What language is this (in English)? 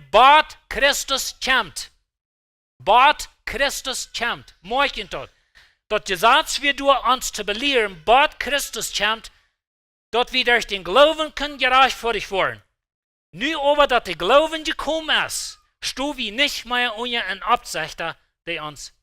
Plautdietsch